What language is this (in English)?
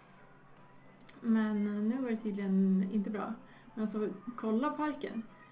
Swedish